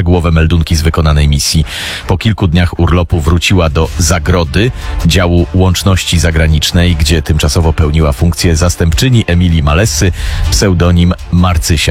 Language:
Polish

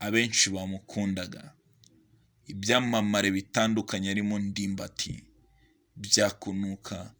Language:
Kinyarwanda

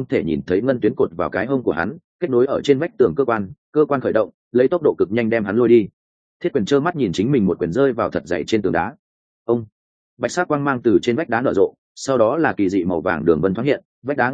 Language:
Vietnamese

